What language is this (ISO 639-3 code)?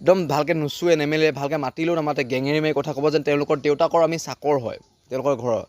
asm